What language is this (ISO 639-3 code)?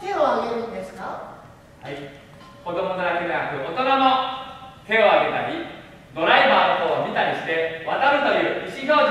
jpn